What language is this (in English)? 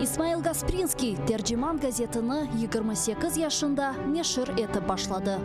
Crimean Tatar